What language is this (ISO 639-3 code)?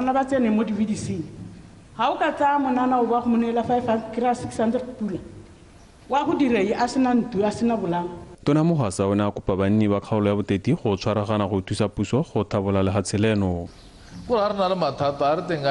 tsn